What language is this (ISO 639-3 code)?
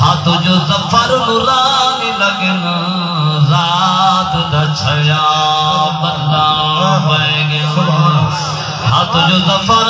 skr